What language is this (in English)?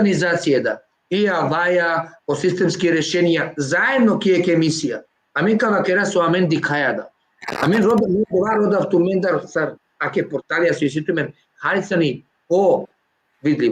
Balkan Romani